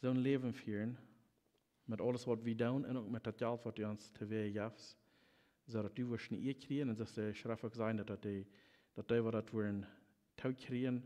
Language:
Plautdietsch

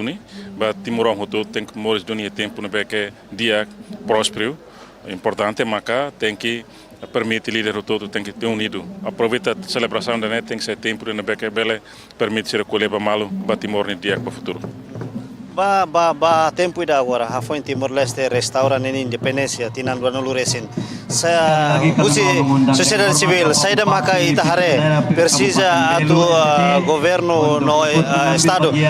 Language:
Tetum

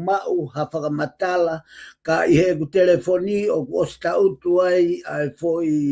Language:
Tongan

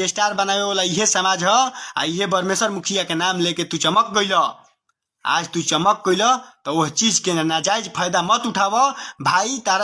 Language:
Bhojpuri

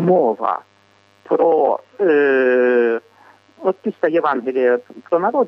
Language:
Ukrainian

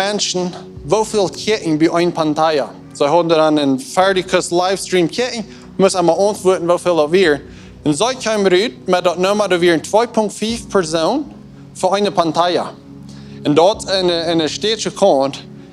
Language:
Plautdietsch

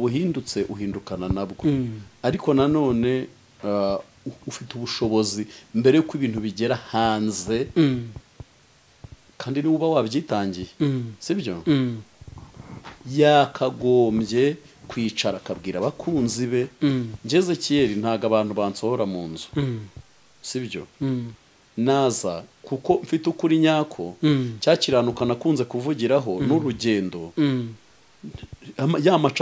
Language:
Kinyarwanda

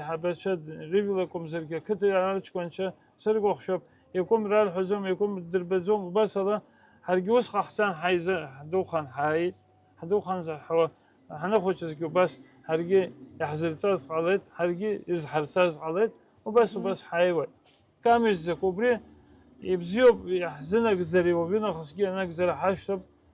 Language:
Abkhazian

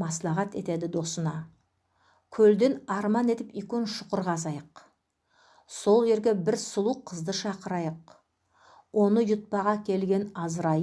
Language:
Nogai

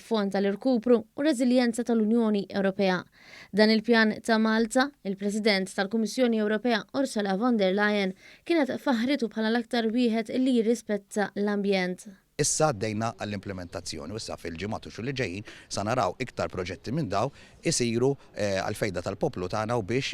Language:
Maltese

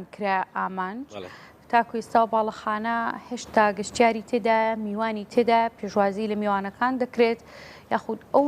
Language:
Central Kurdish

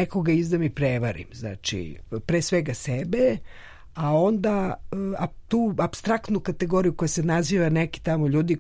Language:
Serbian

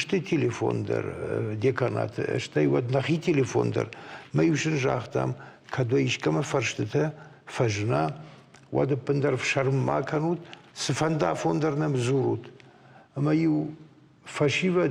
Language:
Ossetic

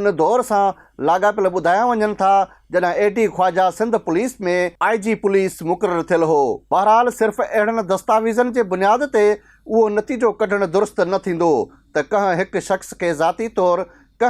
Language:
Sindhi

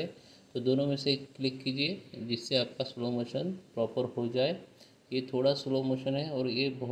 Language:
Hindi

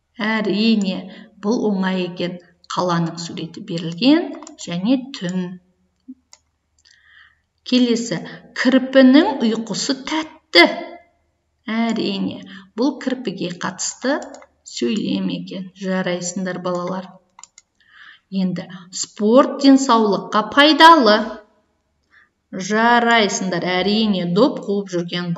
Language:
Kazakh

